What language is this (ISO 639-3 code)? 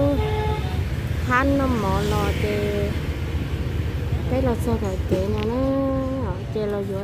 vie